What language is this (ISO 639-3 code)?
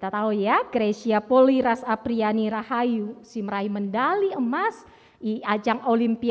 btx